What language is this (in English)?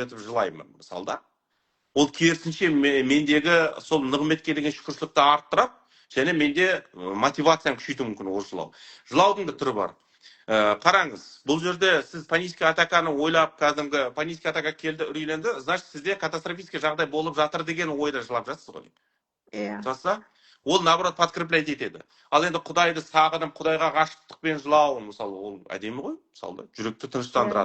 Kazakh